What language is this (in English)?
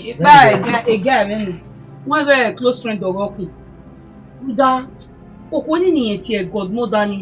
Bini